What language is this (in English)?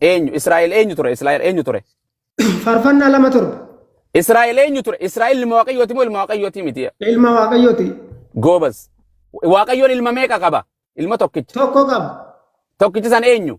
Oromo